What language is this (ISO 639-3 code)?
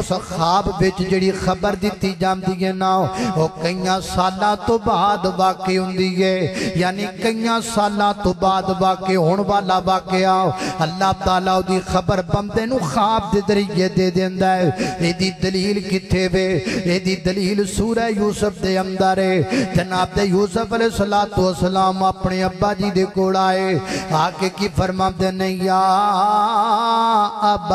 lah